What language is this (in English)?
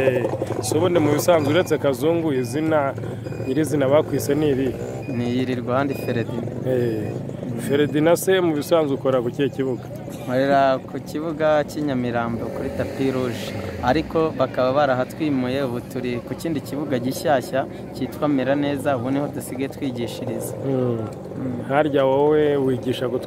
Kinyarwanda